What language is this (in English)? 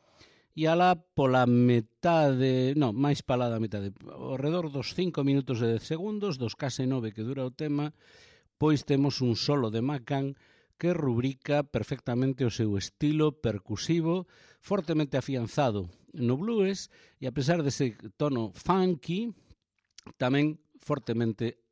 Galician